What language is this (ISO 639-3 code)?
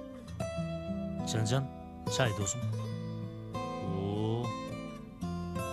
kir